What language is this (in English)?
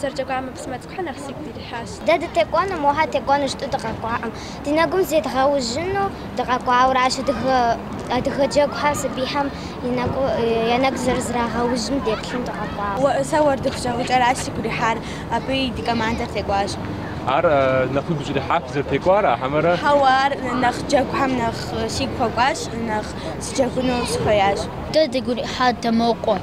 Kabardian